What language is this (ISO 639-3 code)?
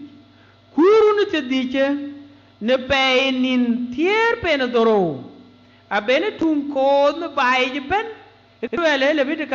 din